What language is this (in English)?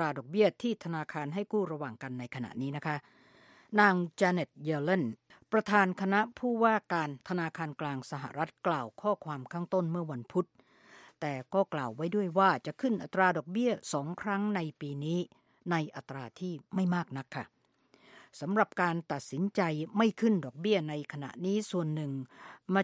Thai